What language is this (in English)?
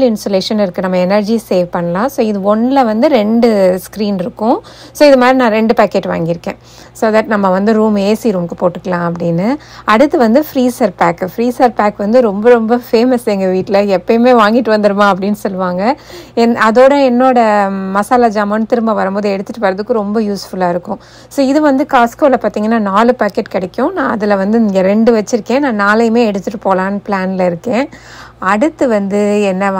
Tamil